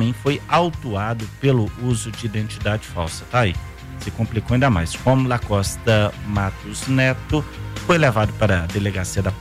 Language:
Portuguese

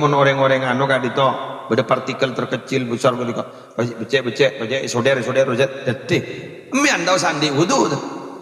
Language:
Madurese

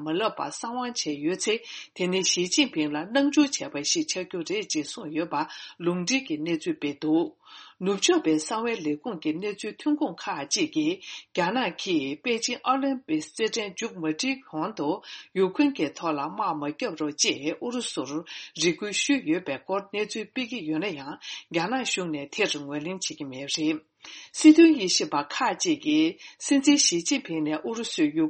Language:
Tibetan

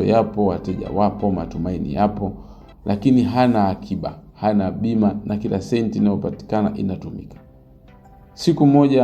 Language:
Swahili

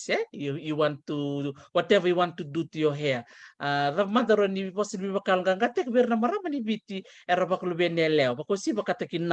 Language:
Fijian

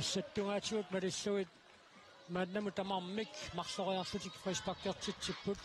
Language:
Kalaallisut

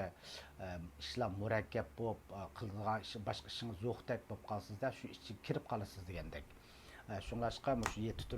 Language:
Uyghur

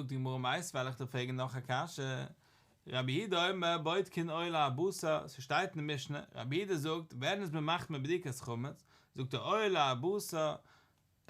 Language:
Yiddish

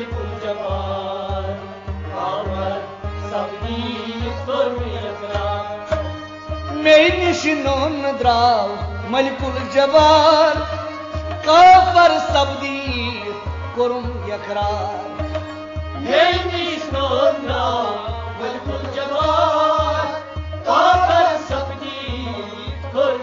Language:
Kashmiri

